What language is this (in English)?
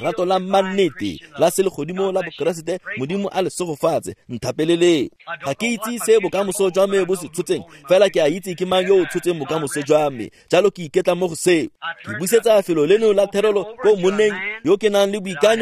Tswana